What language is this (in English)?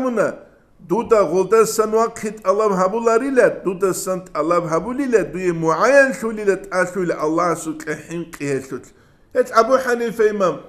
Avaric